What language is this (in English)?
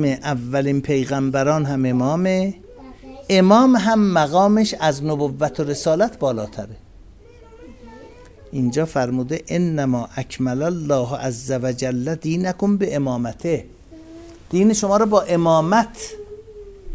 Persian